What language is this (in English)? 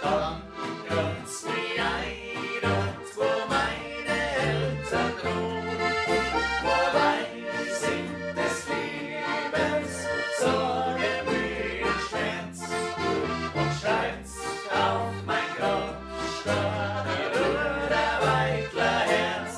Bavarian